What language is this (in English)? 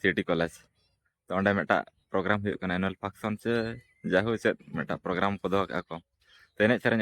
Santali